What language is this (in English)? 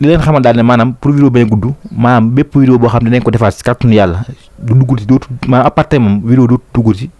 Wolof